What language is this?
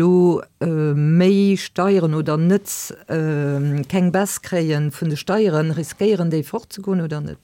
Luxembourgish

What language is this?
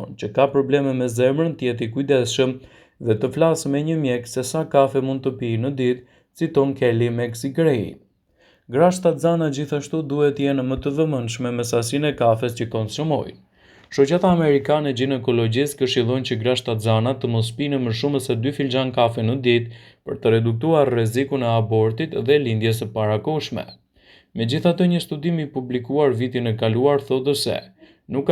Albanian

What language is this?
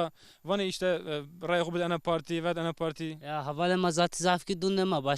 Zaza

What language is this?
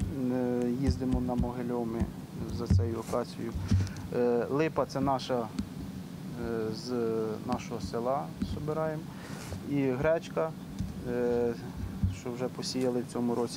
Ukrainian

